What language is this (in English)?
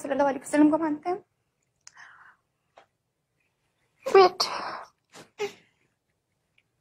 Urdu